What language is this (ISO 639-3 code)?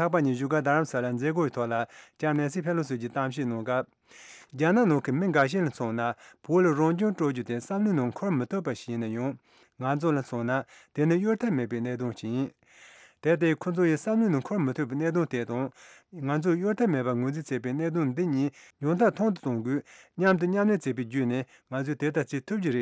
bod